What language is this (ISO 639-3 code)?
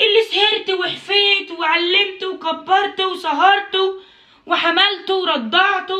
arz